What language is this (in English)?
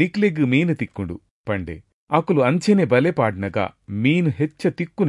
Tulu